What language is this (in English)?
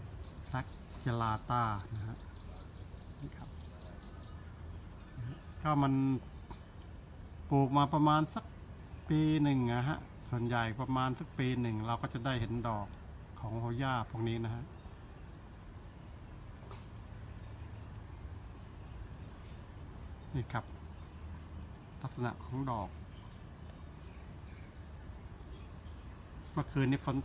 Thai